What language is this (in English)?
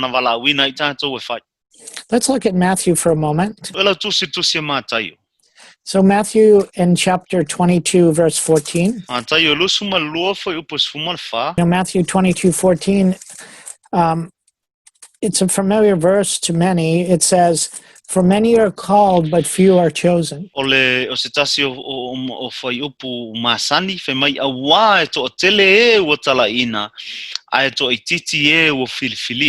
Samoan